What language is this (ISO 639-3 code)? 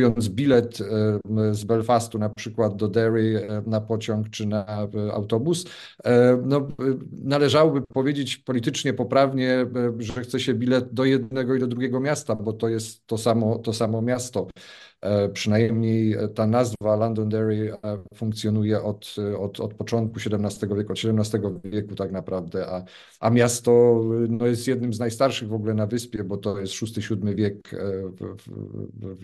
pol